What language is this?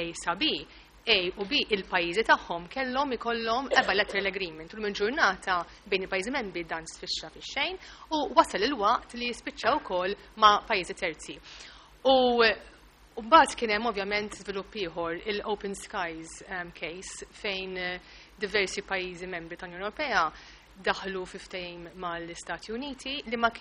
Maltese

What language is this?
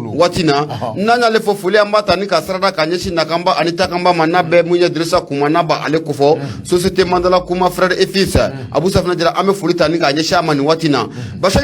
Bambara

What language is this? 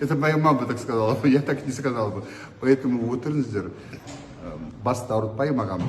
Kazakh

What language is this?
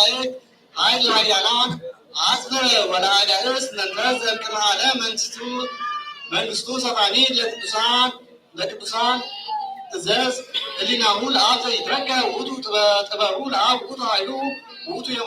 Geez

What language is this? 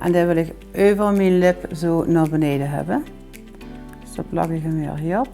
Limburgish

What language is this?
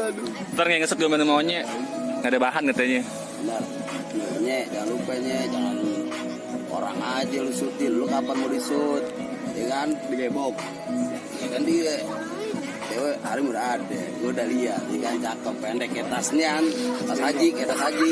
Betawi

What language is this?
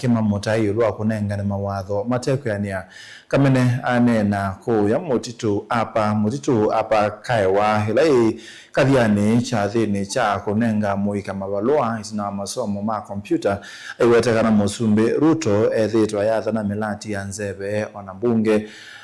Kamba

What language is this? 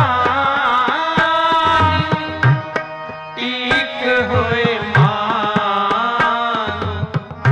Punjabi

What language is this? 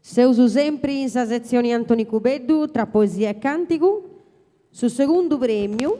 Sardinian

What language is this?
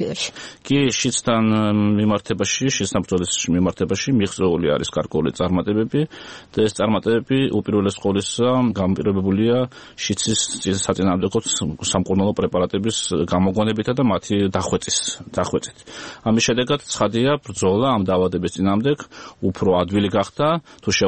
Georgian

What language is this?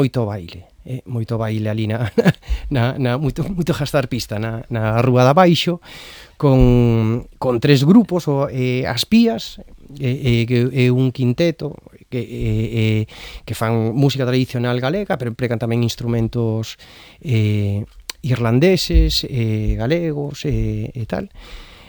Galician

